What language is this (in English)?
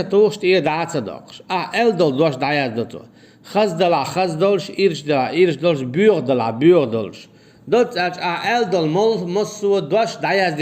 Chechen